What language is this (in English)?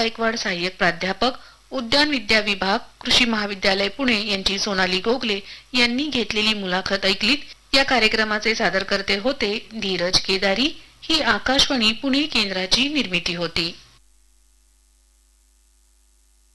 Marathi